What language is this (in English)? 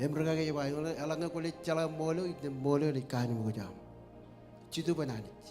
Marshallese